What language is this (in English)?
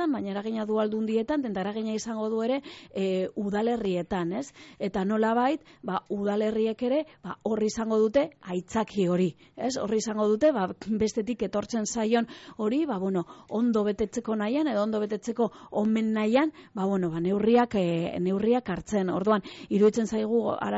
Basque